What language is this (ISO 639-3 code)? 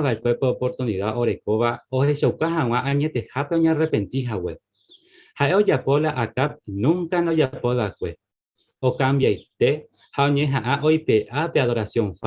grn